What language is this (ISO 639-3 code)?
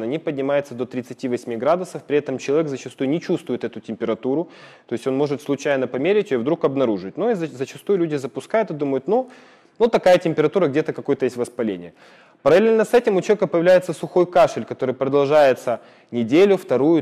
rus